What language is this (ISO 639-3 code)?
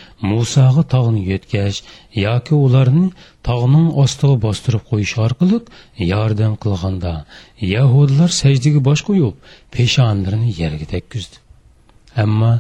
uig